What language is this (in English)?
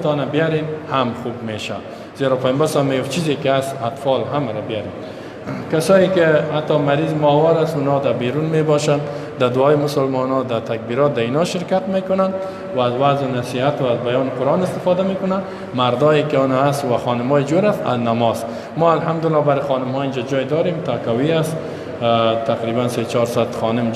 Persian